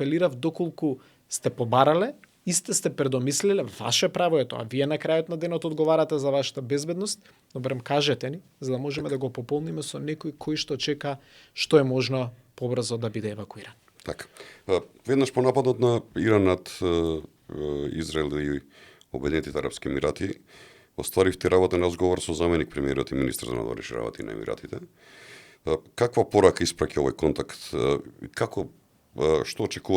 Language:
Macedonian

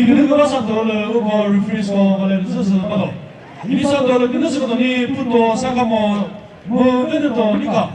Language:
Chokri Naga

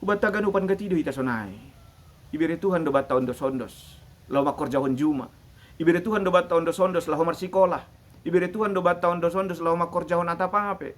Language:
Batak Simalungun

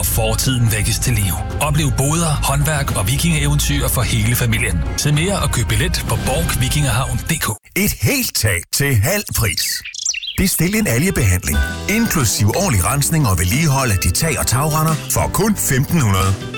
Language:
Danish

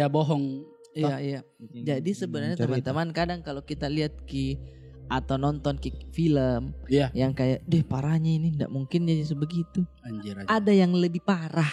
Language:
Makassar Malay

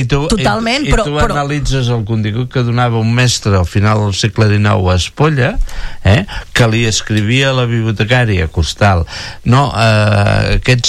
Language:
Catalan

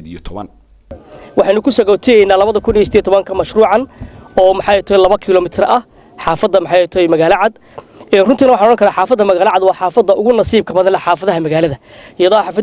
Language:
Somali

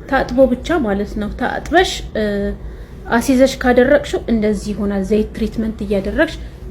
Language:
Amharic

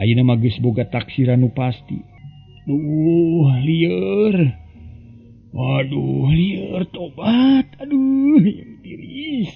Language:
Sundanese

